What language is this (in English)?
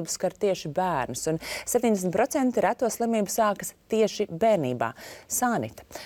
Latvian